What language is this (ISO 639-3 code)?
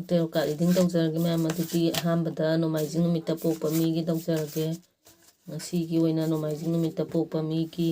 mni